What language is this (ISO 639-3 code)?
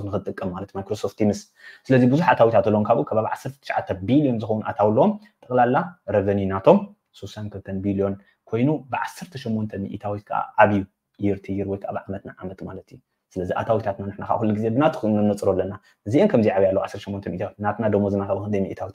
tir